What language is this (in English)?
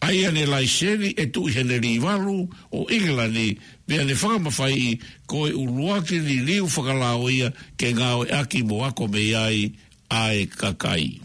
Tongan